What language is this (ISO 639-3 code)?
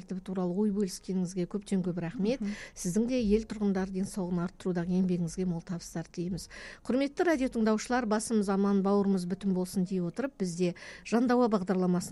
kaz